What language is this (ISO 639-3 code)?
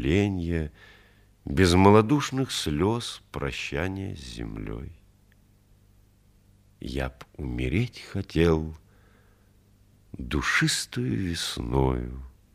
rus